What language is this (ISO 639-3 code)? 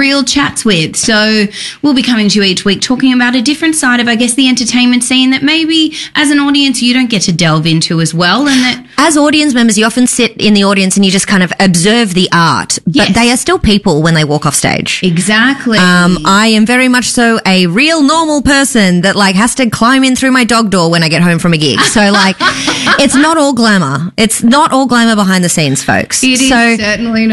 eng